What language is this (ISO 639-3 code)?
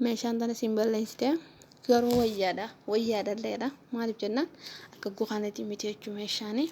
orm